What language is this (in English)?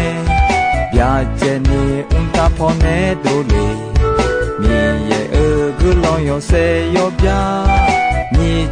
Akha